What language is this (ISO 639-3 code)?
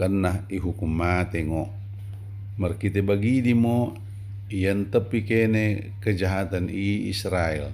btd